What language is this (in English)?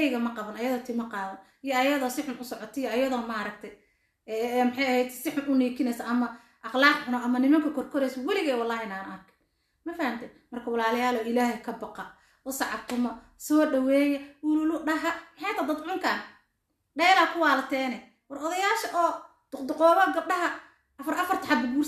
Somali